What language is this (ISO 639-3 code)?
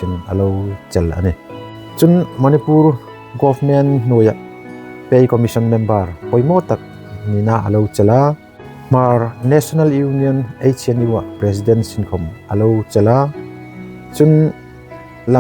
hmr